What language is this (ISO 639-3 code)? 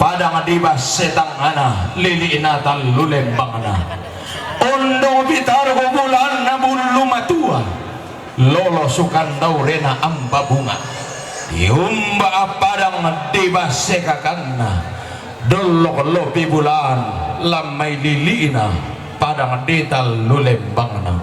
sda